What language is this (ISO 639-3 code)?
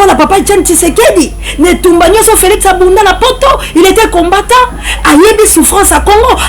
lin